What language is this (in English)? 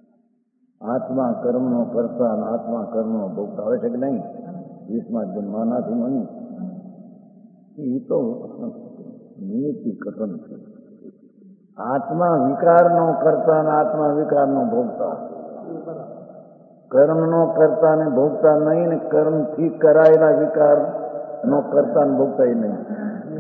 Gujarati